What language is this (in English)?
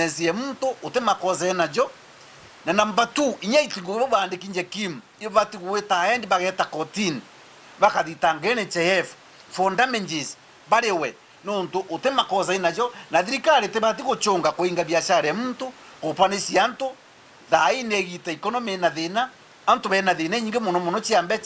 Meru